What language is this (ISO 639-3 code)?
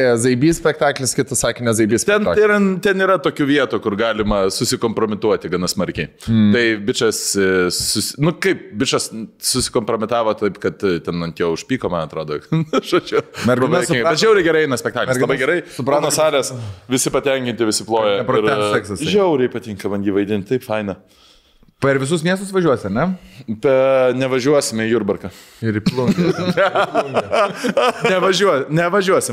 lit